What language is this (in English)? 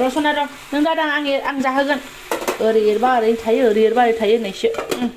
Bodo